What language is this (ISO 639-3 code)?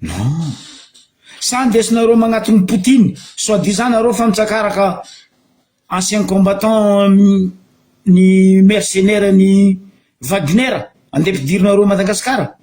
mlg